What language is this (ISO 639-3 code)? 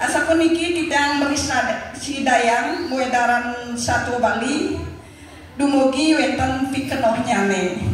ban